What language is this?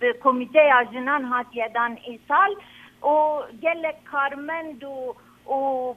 Kurdish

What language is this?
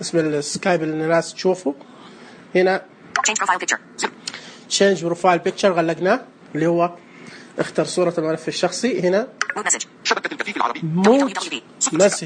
Najdi Arabic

